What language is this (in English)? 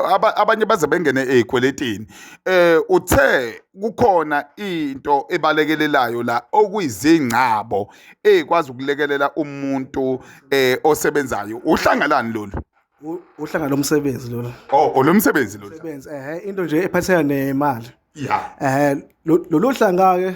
Zulu